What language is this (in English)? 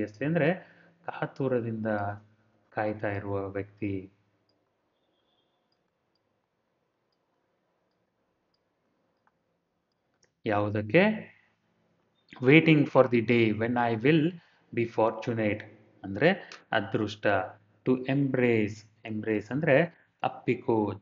Kannada